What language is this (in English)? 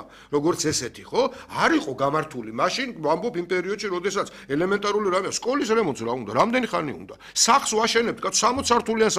Georgian